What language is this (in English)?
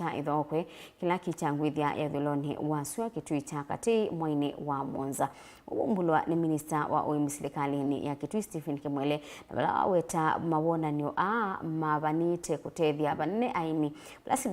Kamba